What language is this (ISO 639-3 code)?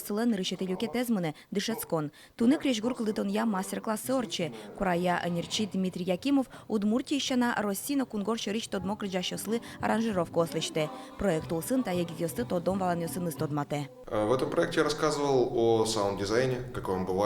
udm